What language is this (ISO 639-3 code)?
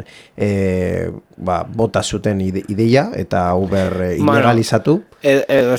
eus